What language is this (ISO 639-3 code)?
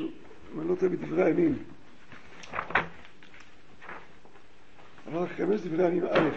heb